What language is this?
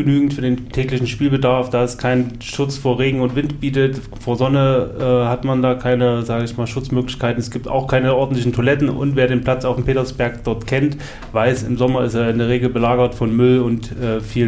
German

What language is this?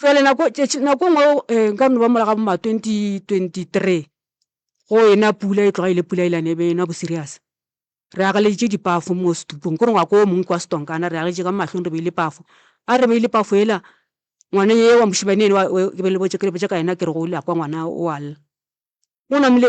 Northern Sotho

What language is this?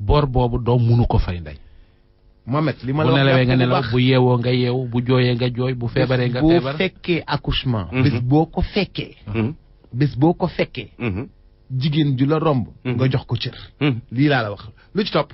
Wolof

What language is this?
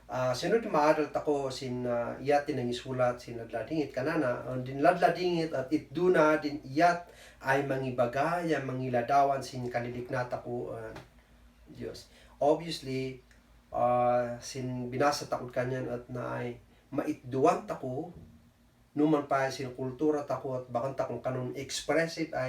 Kankanaey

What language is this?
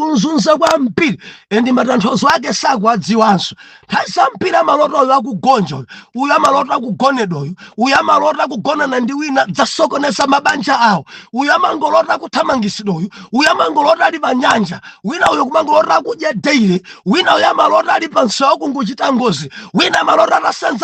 Nyanja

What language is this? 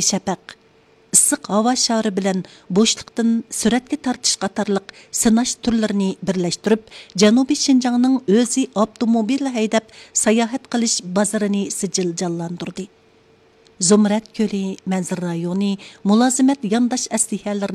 Uyghur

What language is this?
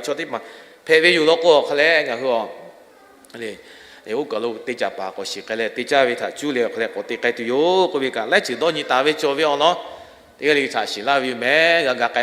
Lahu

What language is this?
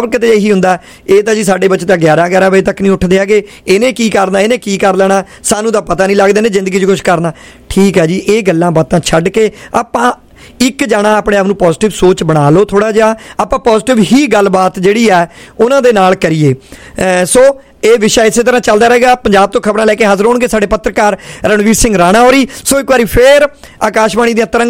Punjabi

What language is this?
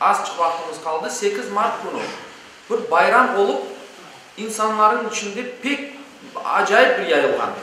Crimean Tatar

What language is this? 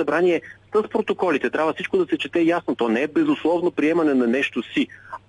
Bulgarian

